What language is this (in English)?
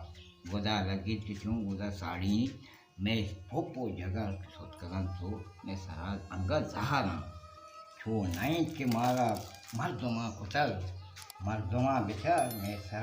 Baluchi